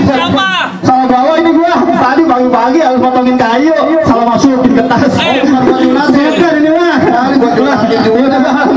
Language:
Betawi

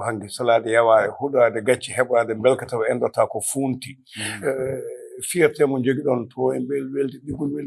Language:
Fula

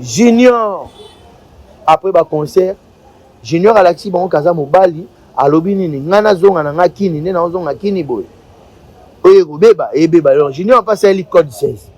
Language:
Lingala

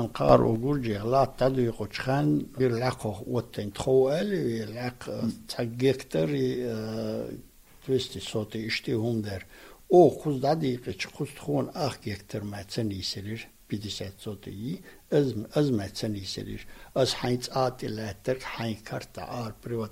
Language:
Chechen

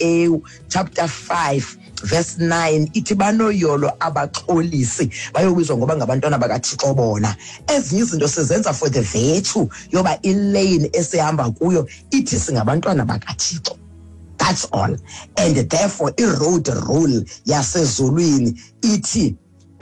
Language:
Xhosa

